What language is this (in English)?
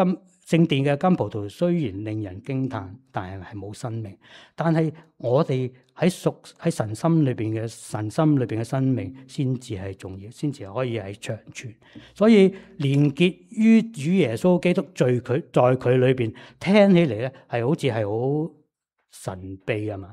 Cantonese